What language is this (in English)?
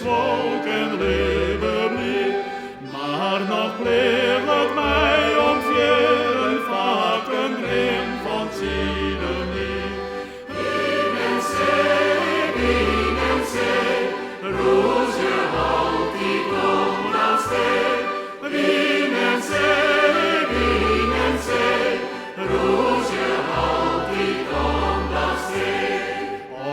Western Frisian